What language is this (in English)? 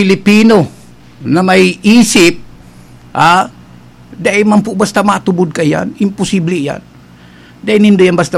Bikol